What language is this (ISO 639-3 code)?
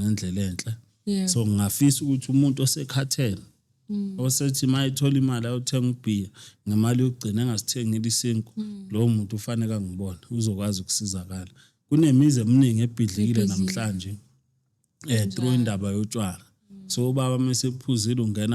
zul